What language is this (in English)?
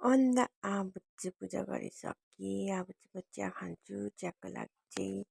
Nepali